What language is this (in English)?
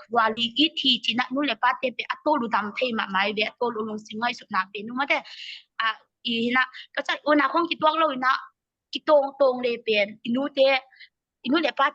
Tedim Chin